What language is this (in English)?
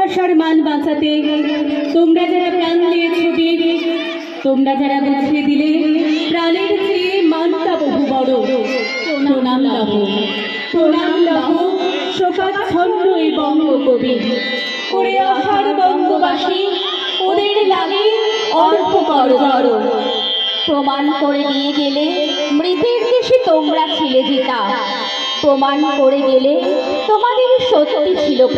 Bangla